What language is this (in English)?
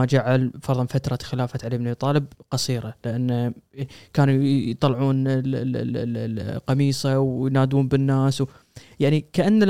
Gulf Arabic